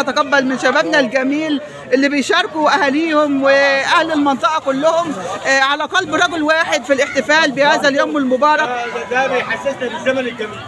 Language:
Egyptian Arabic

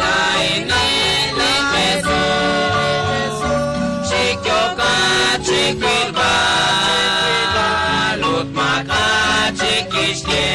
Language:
Kekchí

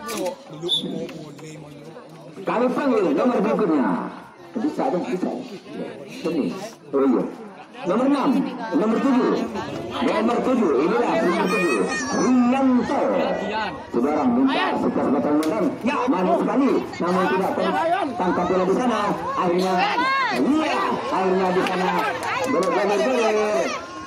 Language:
Indonesian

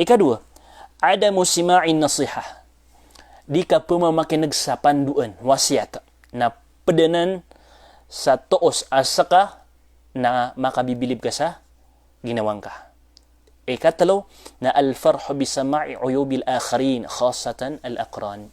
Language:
Maranao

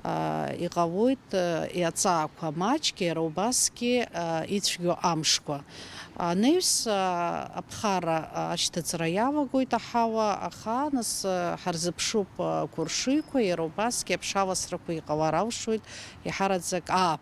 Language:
Abkhazian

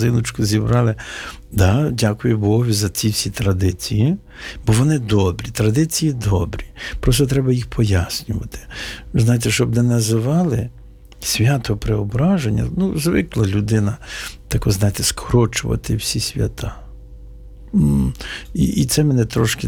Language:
Ukrainian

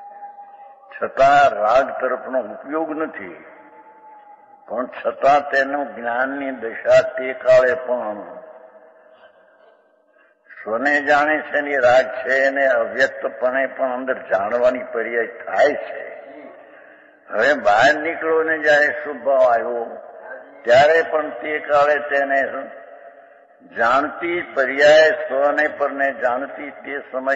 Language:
Gujarati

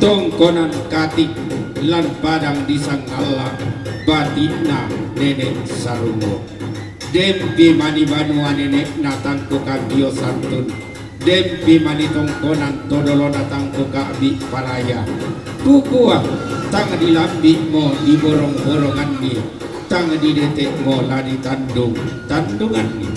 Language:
Toraja-Sa'dan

